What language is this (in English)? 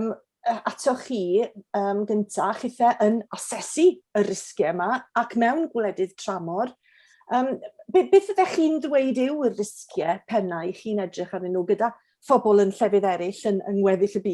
Welsh